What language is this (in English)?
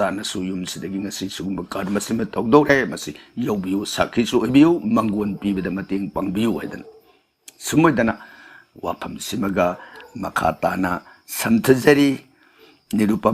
Manipuri